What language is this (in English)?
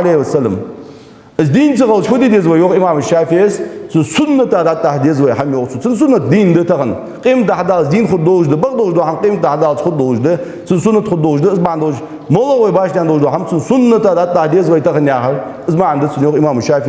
Ingush